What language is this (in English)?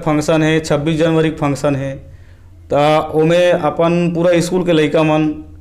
Chhattisgarhi